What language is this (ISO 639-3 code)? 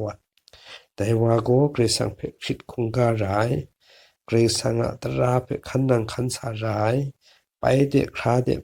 kac